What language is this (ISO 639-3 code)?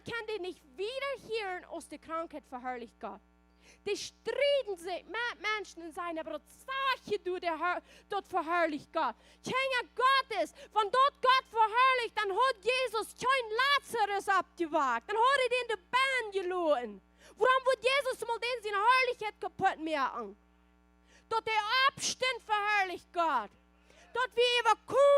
pdt